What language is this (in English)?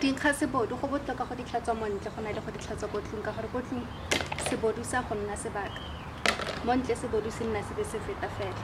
Tswana